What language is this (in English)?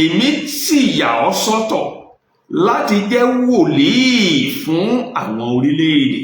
Yoruba